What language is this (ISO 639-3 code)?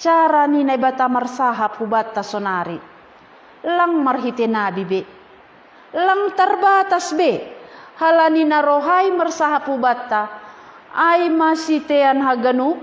bts